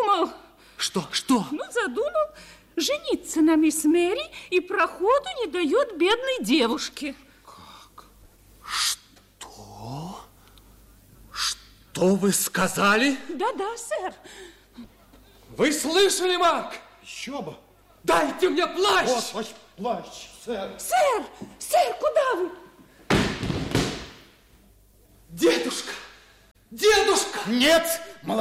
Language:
Russian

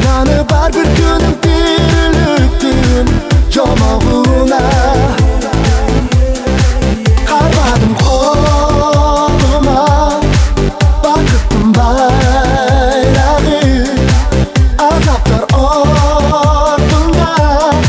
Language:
Kazakh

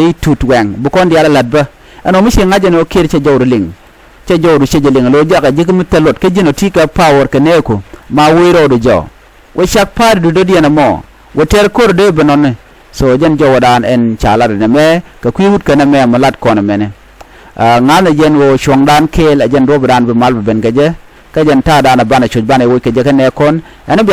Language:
Nuer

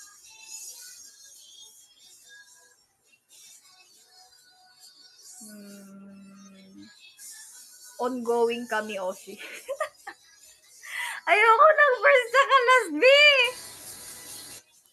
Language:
Filipino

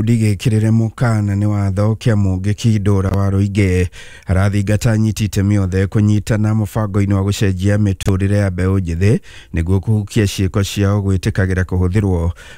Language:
Kikuyu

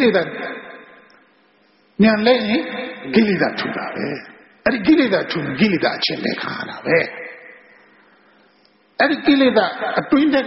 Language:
Burmese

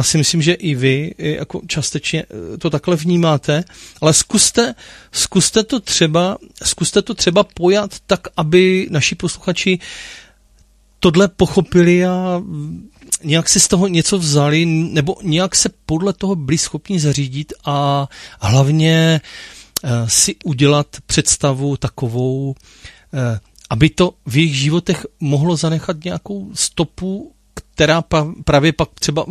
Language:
Czech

